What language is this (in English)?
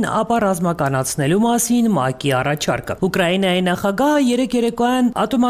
Armenian